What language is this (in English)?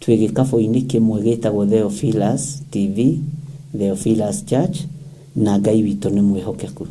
Kikuyu